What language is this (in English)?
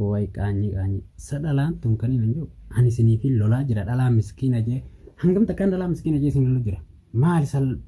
Oromo